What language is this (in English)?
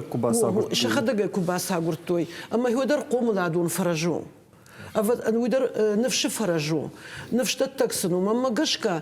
Ossetic